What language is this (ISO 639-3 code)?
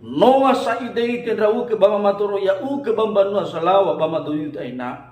nia